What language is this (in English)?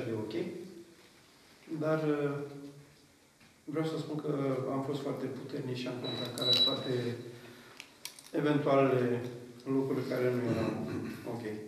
Romanian